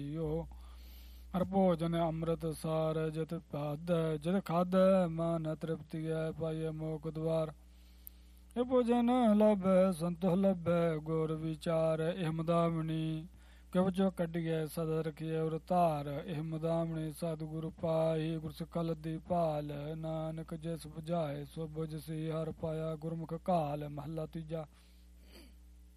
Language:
Punjabi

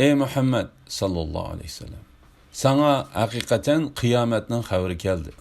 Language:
Uyghur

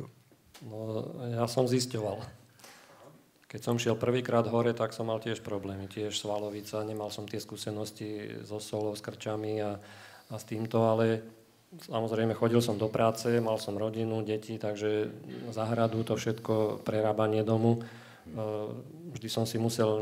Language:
Slovak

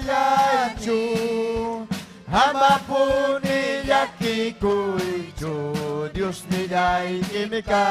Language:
Ayacucho Quechua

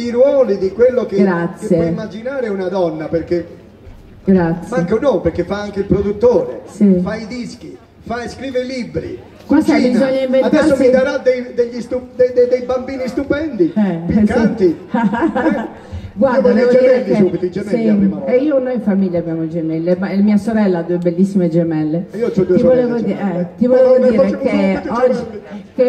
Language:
Italian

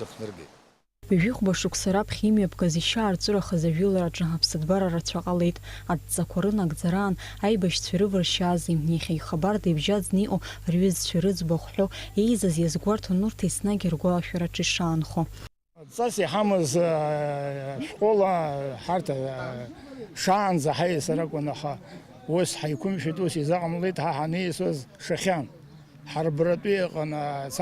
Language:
Abkhazian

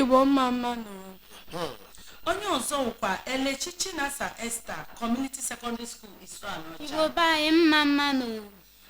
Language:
Igbo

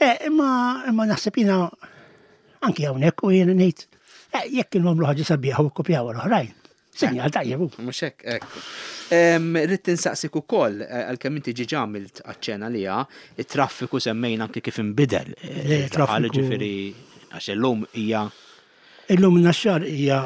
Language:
Maltese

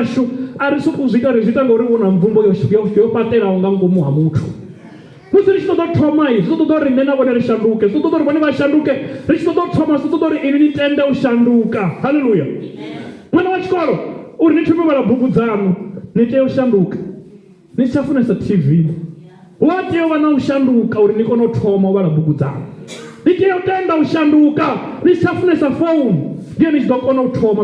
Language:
Venda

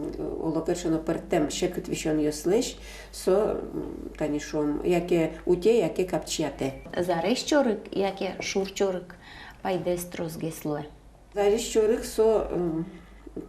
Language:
Udmurt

